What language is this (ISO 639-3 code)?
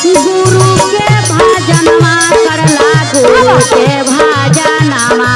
mag